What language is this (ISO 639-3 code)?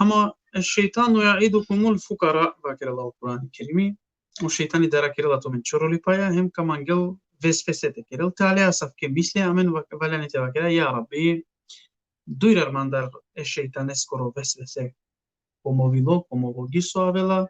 rmn